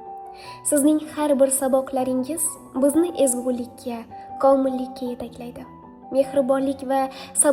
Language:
Uzbek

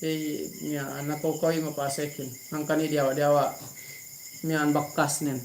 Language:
Yakan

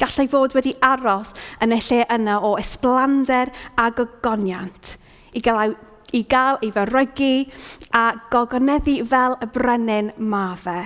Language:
Welsh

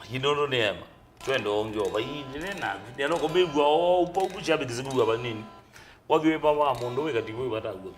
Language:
Kamba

